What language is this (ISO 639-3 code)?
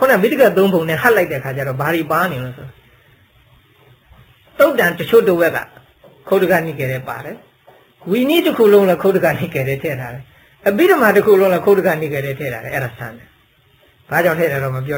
mya